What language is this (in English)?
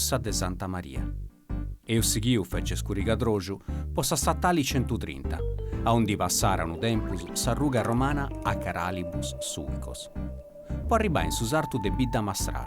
Sardinian